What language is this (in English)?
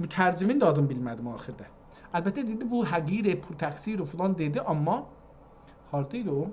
South Azerbaijani